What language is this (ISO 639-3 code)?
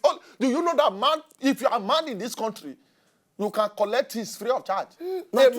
pcm